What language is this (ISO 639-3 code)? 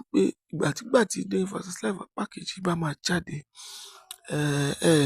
yor